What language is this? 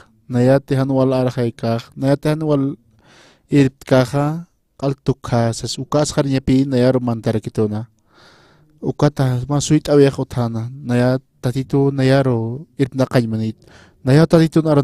Aymara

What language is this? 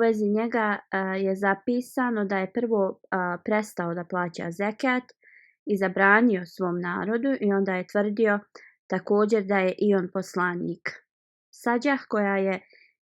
Bosnian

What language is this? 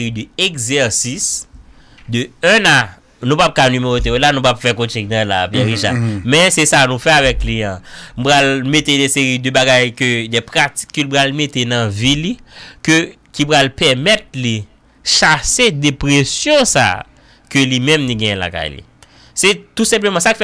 Haitian Creole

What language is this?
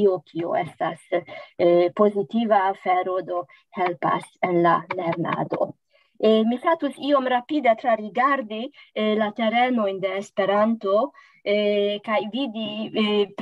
Esperanto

